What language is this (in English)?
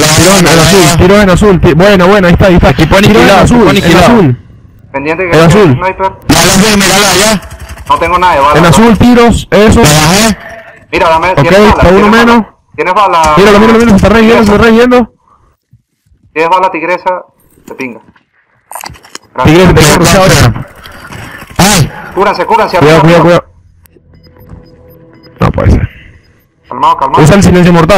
Spanish